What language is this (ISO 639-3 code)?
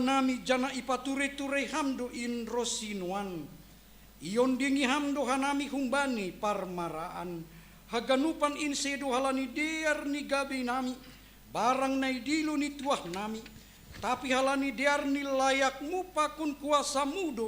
bts